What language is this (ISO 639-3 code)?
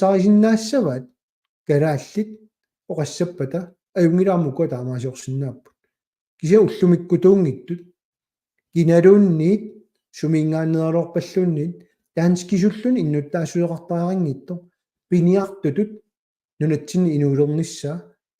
kal